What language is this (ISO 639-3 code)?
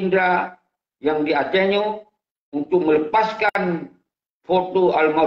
ace